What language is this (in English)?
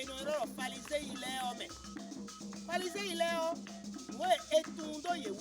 Fon